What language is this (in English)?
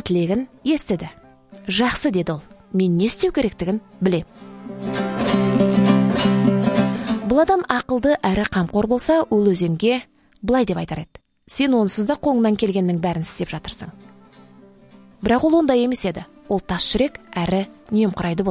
Kazakh